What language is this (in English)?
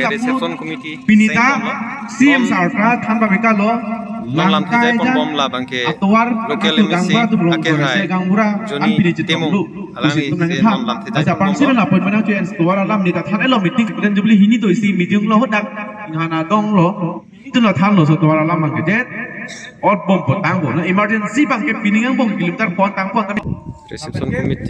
Karbi